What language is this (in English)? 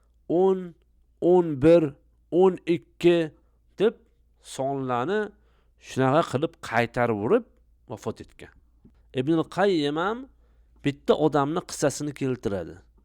Uzbek